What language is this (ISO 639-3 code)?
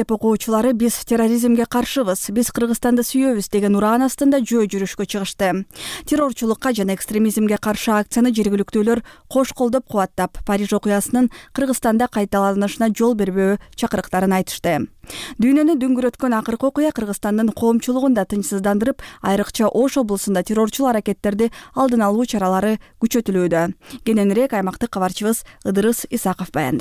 kir